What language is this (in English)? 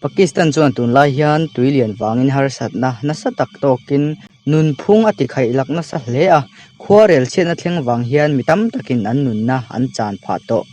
Mizo